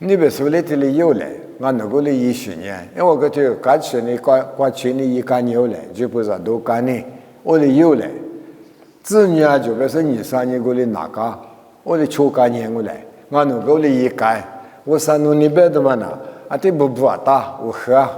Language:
Lisu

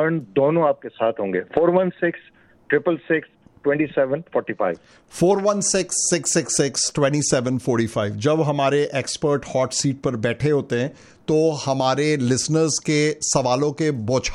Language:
Hindi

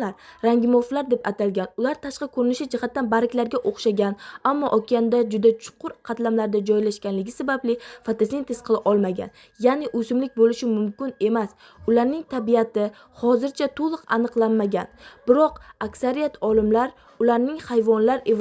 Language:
Uzbek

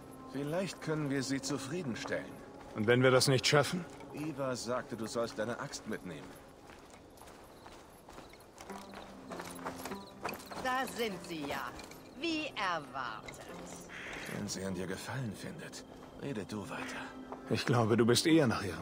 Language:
German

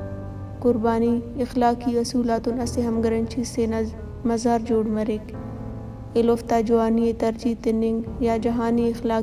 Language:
Brahui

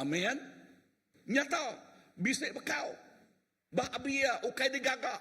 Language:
Iban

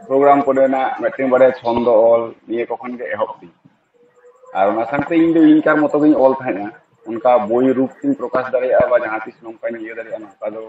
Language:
Santali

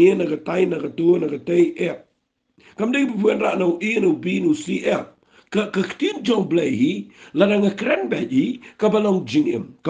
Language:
Khasi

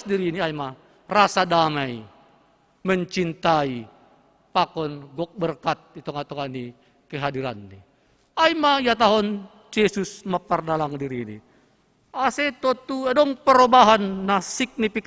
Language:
Batak Simalungun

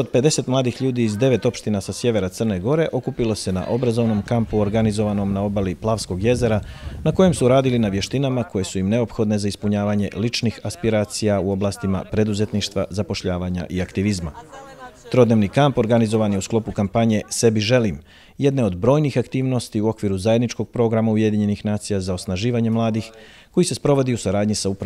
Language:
Bosnian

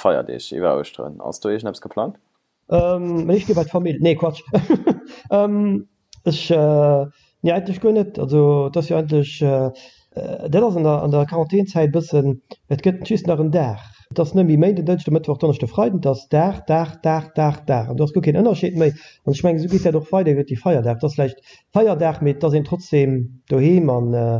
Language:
Luxembourgish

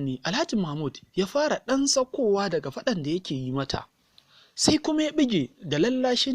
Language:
Hausa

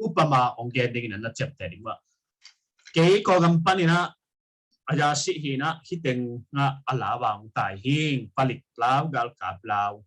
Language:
Tedim Chin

